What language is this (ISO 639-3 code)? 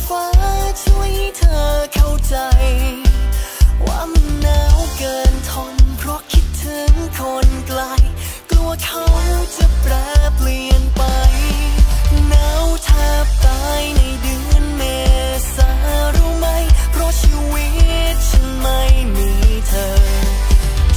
tha